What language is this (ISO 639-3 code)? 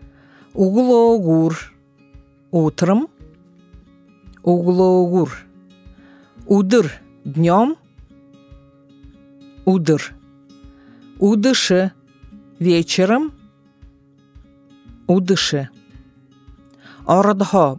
bua